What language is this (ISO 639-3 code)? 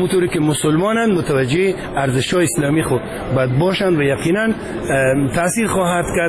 fas